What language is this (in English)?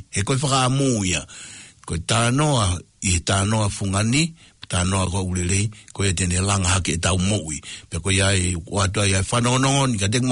Tongan